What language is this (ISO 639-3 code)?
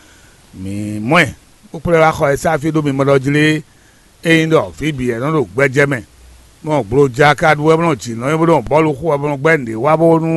fon